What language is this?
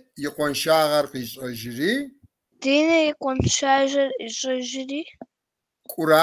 Kabardian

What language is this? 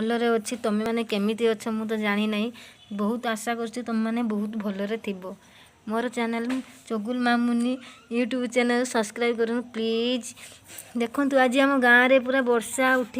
Odia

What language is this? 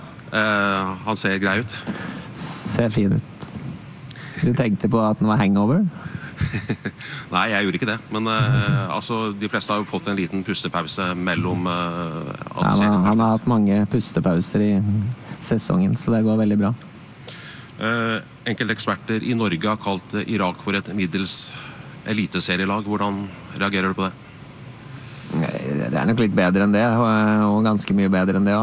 Norwegian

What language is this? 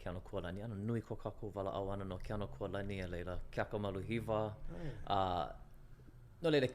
Hawaiian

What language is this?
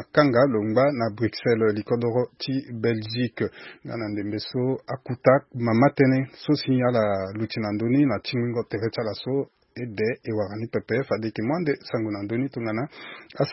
Sango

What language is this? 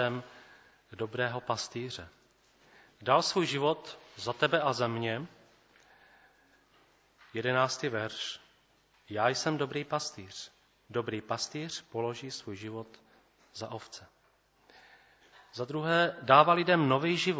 Czech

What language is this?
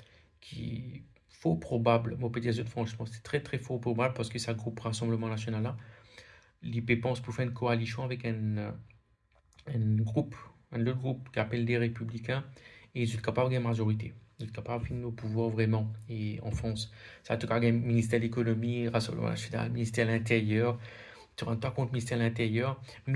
Morisyen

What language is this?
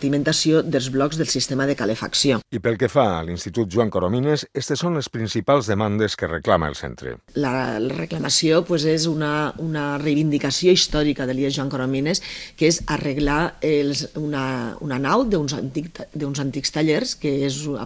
Catalan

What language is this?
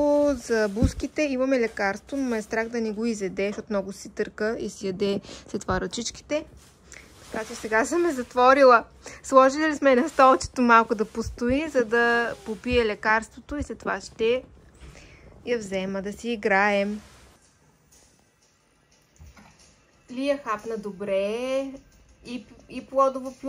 Bulgarian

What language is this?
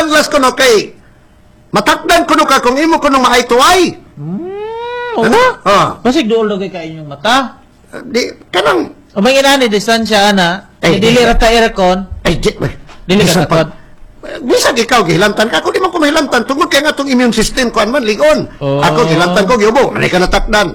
Cebuano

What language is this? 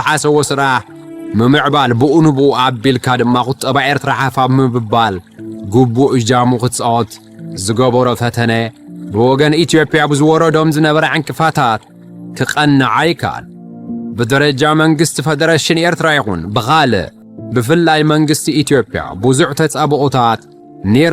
Tigrinya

